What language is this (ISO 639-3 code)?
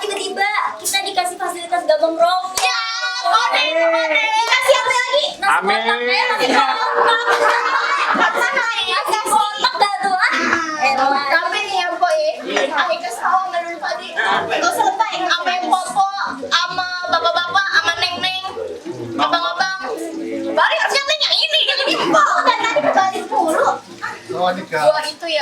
bew